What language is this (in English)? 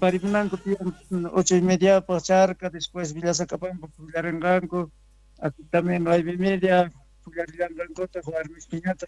South Bolivian Quechua